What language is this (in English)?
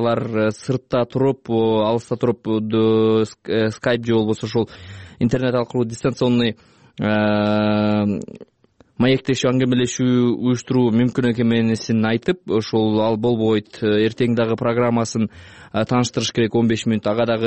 Kyrgyz